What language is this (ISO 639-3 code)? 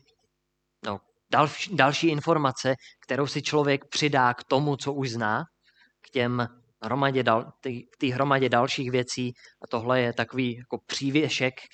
ces